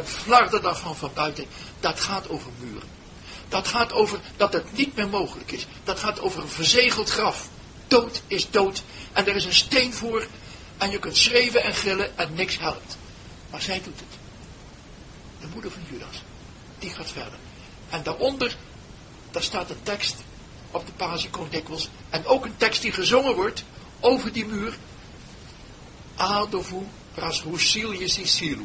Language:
Dutch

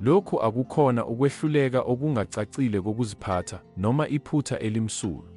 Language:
Zulu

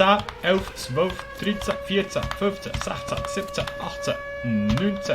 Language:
Swiss German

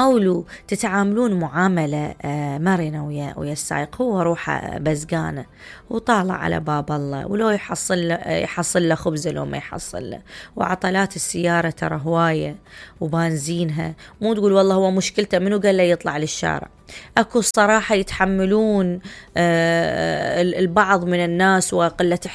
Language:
Mesopotamian Arabic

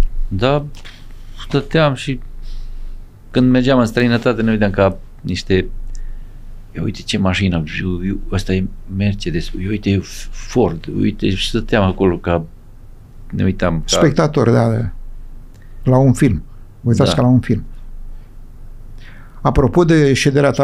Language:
Romanian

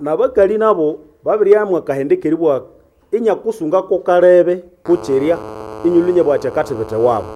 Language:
Nande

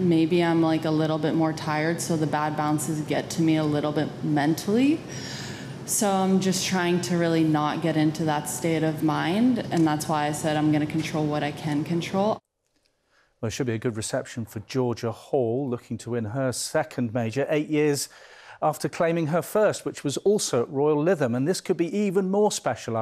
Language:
English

